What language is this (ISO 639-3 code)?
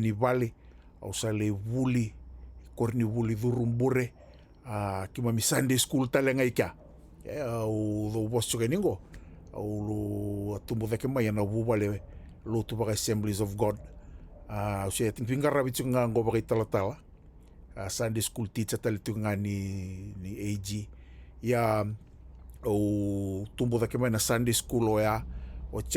fij